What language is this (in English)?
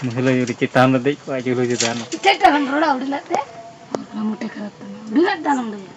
Santali